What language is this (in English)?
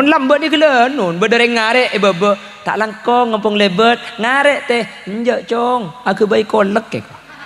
Madurese